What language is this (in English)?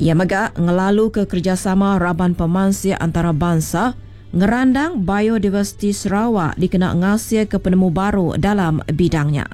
Iban